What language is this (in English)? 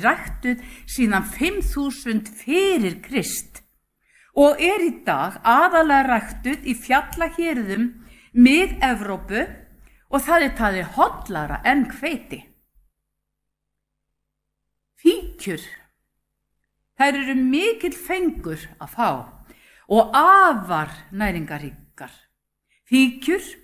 Icelandic